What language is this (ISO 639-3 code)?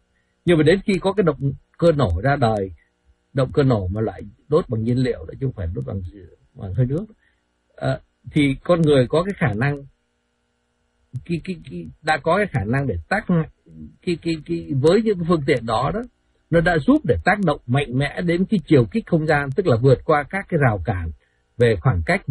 vie